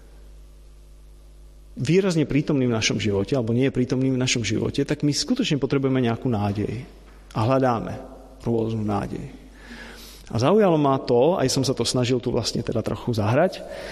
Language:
Slovak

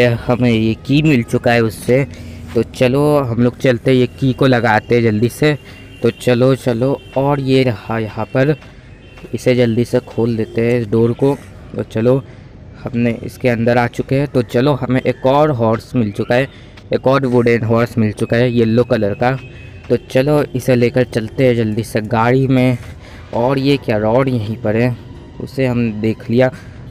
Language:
Hindi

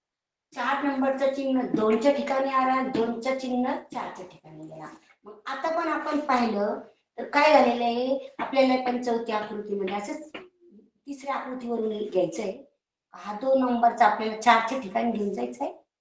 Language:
Marathi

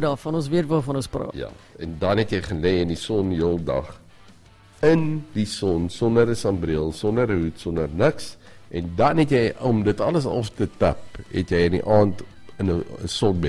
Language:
Afrikaans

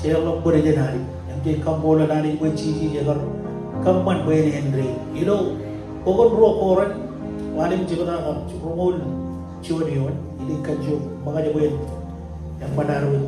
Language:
Marshallese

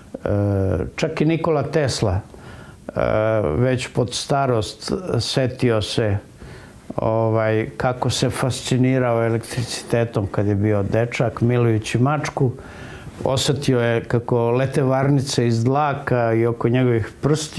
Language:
Serbian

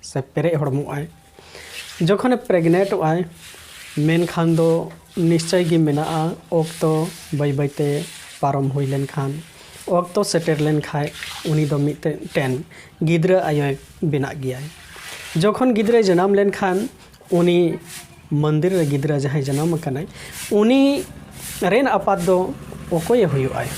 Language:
Santali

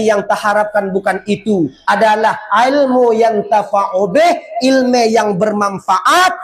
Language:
Achinese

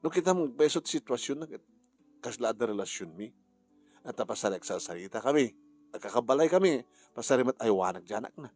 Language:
Iloko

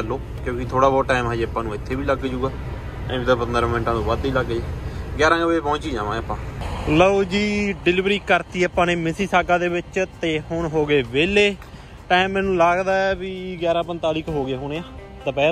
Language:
Punjabi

